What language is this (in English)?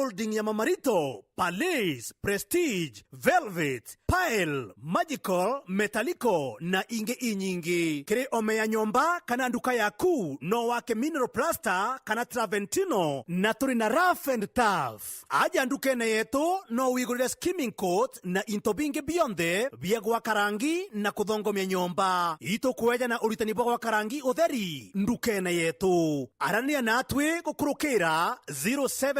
Meru